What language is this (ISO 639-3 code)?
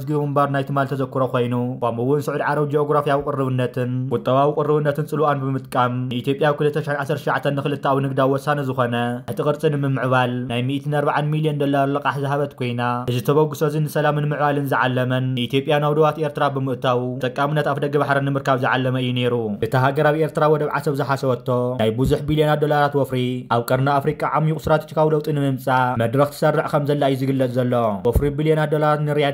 tir